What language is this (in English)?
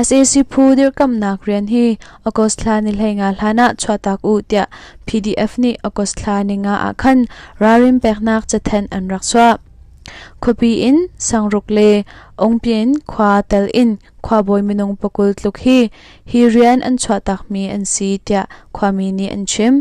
Hakha Chin